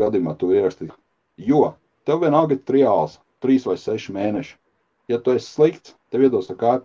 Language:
Latvian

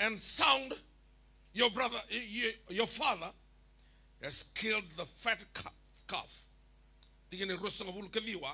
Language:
Fijian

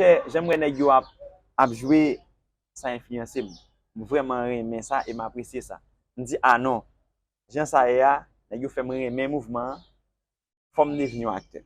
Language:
Haitian Creole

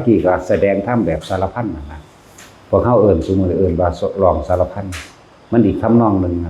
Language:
Northeastern Thai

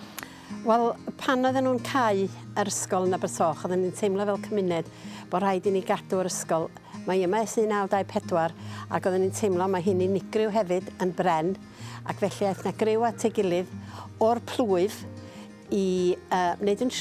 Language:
Welsh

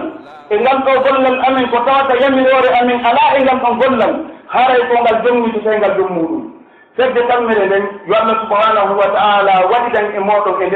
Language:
Pular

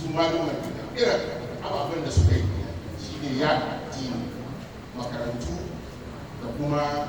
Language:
Hausa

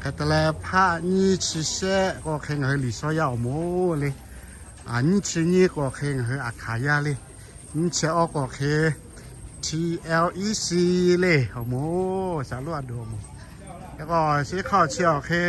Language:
Lahu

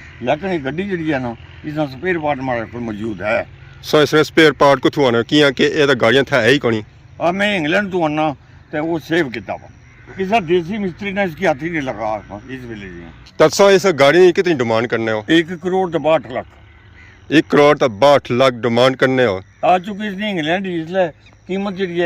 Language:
Pahari-Potwari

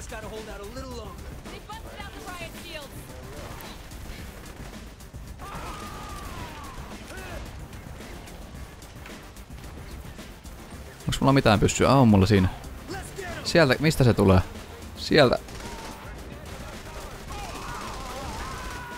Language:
Finnish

